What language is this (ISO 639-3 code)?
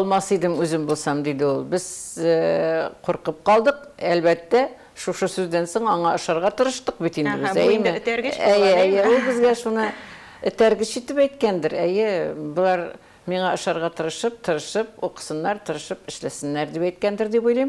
tat